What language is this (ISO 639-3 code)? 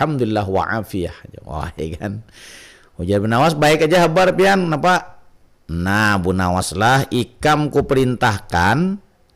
bjn